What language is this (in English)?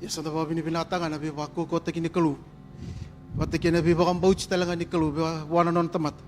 Fijian